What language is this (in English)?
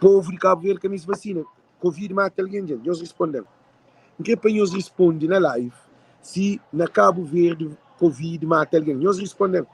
Kabuverdianu